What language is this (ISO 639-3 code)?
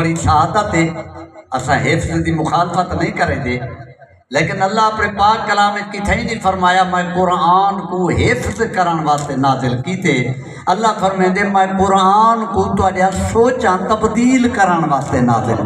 skr